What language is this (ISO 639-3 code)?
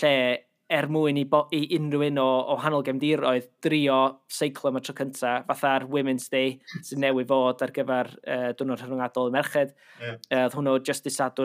cym